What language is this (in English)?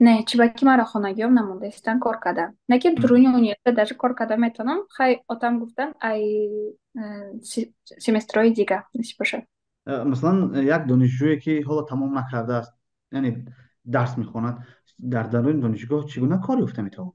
Tajik